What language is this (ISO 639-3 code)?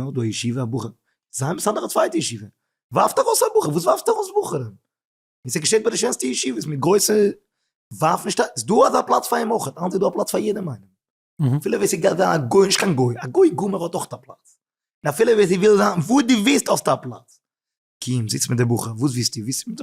yid